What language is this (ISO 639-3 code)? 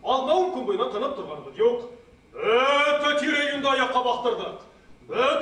bak